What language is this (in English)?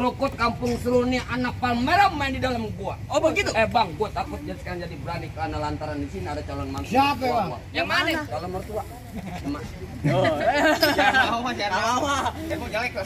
Betawi